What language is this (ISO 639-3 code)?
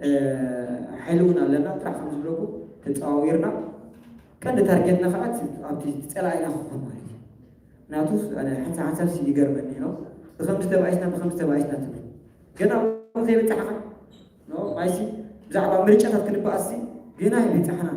tir